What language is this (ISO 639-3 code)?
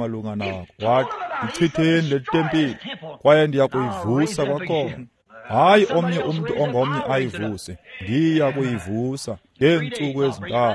xho